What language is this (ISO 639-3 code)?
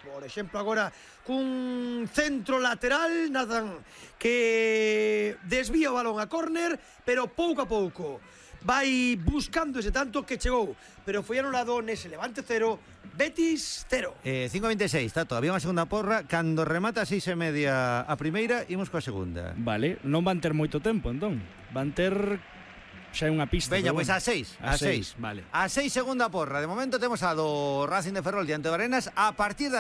glg